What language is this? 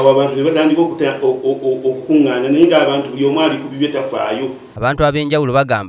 Ganda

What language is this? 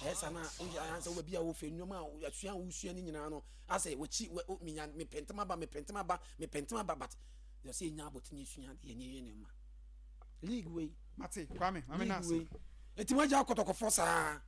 Akan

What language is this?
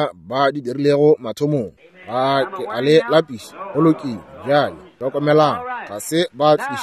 Northern Sotho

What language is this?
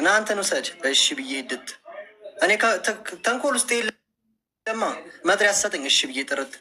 Amharic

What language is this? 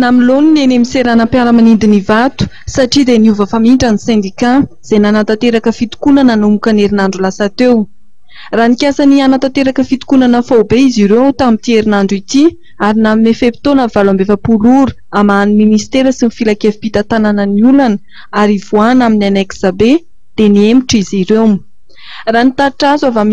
Malagasy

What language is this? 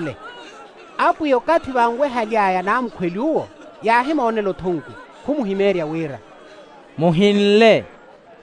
Makhuwa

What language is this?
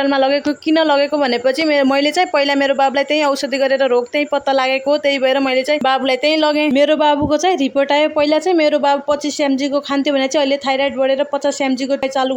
Nepali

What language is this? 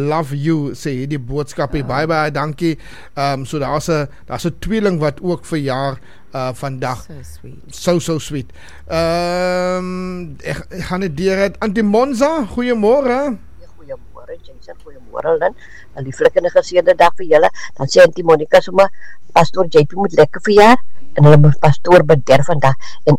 Afrikaans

